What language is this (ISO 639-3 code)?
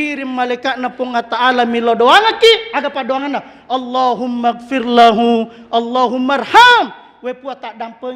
bug